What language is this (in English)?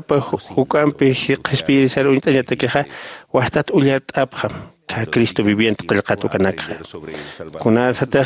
Aymara